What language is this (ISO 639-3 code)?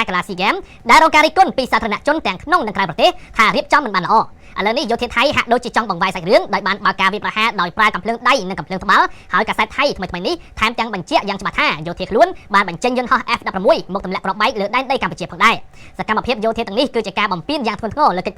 khm